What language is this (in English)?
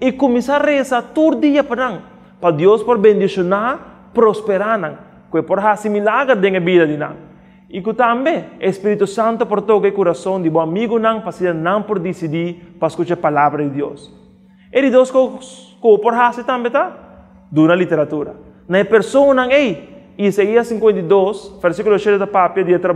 Papiamento